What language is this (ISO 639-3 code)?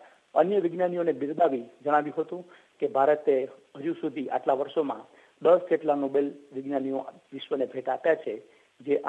guj